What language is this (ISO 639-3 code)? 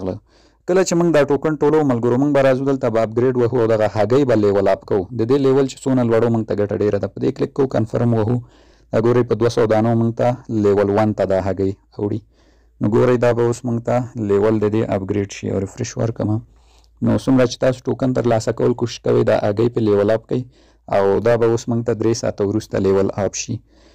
pus